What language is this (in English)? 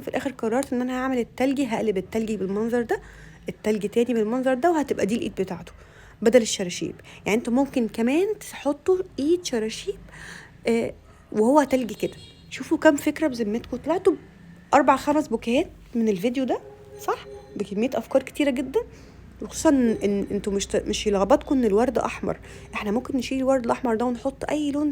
Egyptian Arabic